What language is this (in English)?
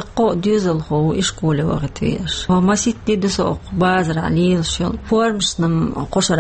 Chechen